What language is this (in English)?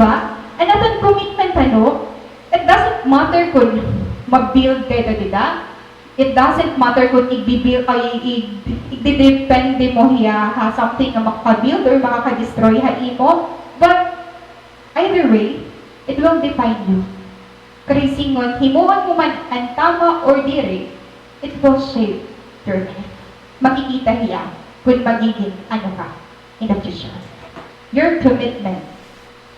Waray